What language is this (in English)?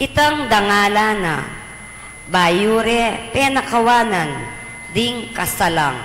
Pampanga